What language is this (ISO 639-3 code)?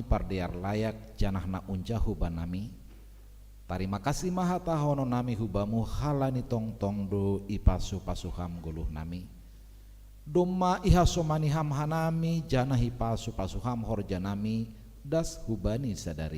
bts